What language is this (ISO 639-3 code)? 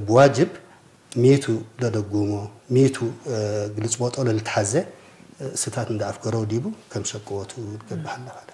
tig